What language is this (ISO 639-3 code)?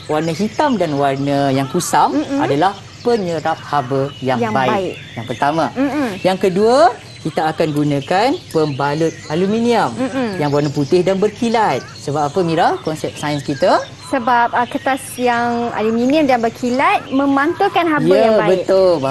msa